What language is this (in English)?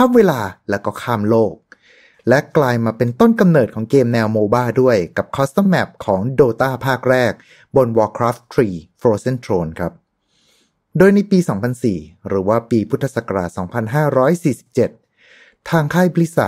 Thai